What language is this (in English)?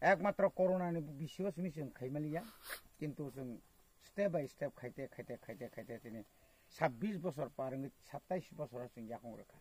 Kok Borok